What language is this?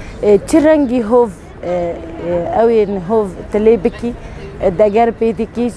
Kurdish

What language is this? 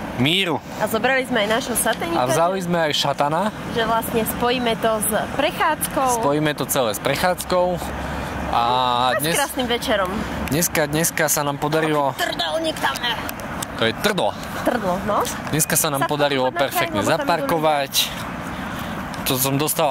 Slovak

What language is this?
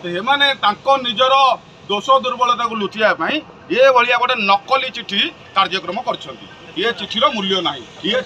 Odia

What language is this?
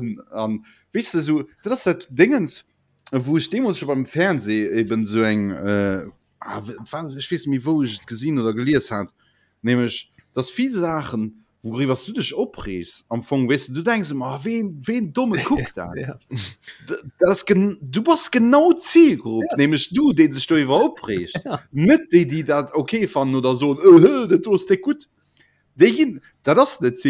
Luxembourgish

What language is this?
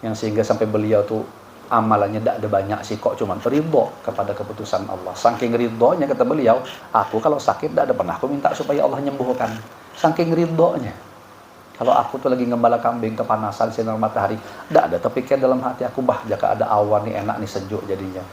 Banjar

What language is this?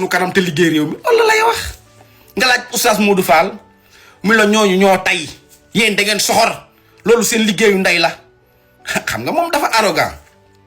Wolof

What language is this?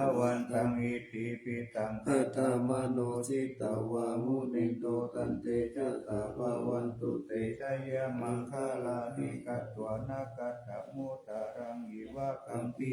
Pali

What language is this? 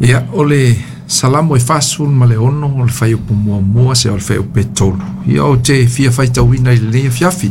Samoan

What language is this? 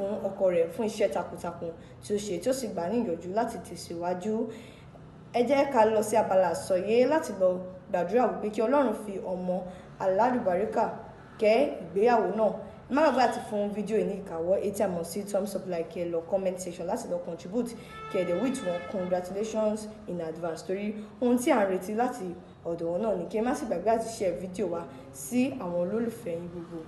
Yoruba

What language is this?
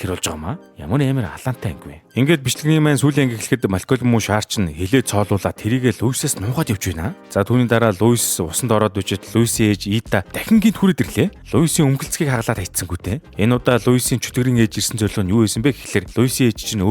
Mongolian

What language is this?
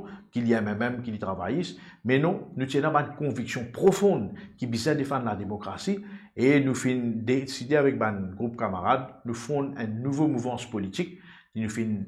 Morisyen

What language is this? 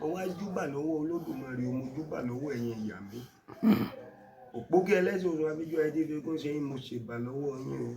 Yoruba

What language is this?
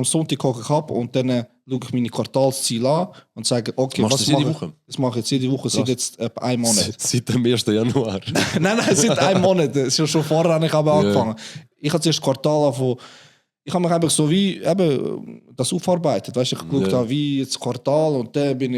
Swiss German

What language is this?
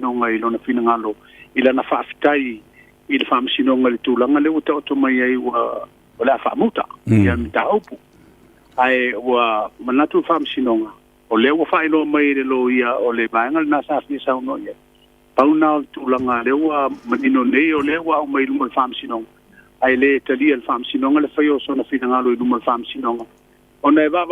Samoan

